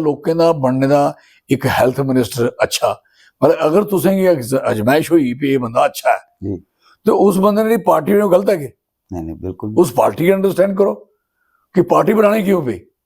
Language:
Dogri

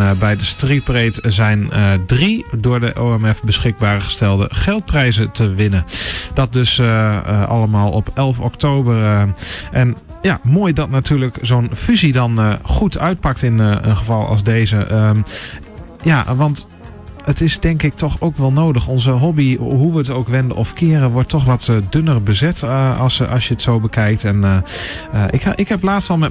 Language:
Dutch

